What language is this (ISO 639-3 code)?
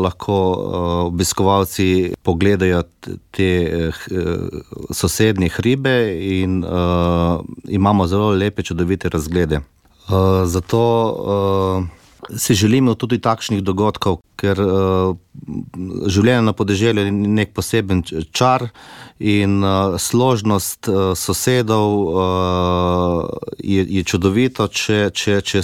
slv